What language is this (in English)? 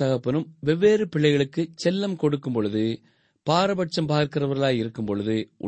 Tamil